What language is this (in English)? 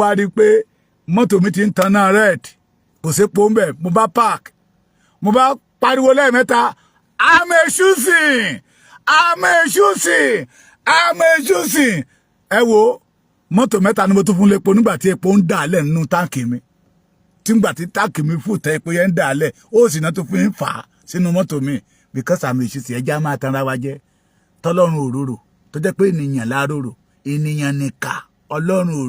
Yoruba